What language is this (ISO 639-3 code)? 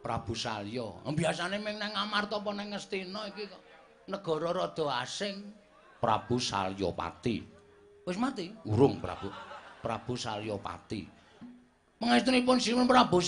jav